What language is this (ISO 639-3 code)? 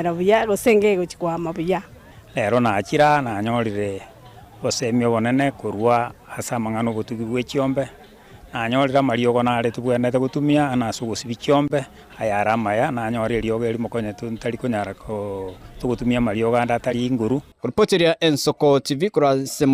guz